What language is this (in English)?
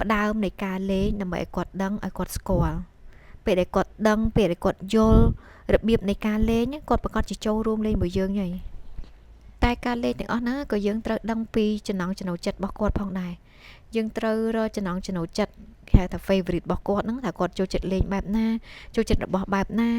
Khmer